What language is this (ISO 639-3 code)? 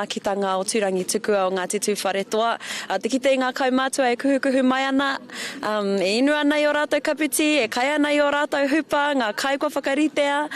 mri